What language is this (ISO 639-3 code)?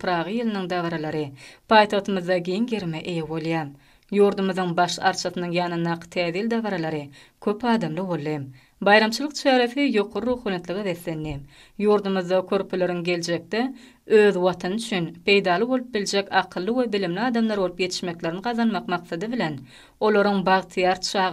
tuk